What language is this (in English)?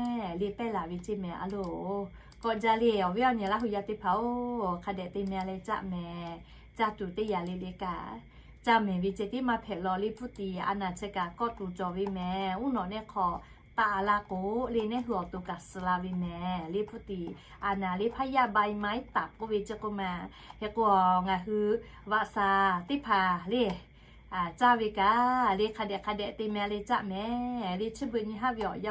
Lahu